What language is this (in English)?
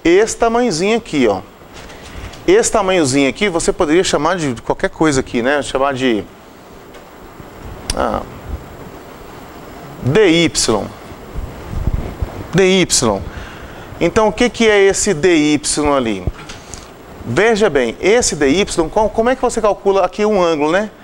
Portuguese